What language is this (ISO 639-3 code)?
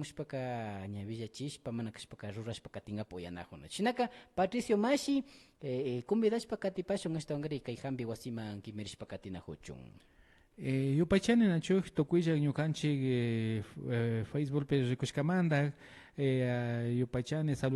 qvi